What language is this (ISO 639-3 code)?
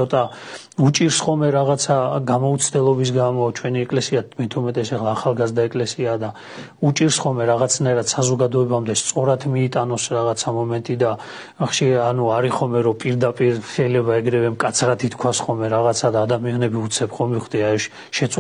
kat